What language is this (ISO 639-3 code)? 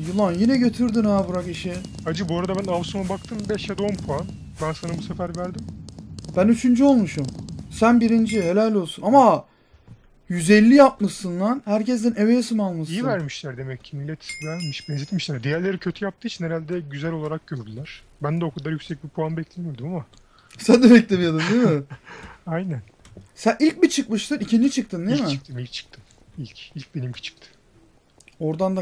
tur